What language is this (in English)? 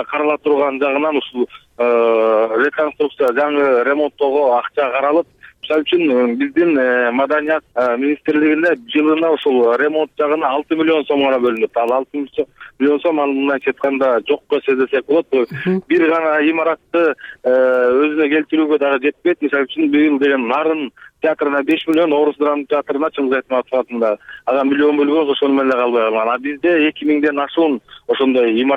Kyrgyz